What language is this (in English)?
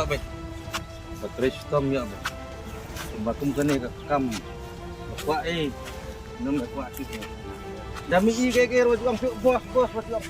Khasi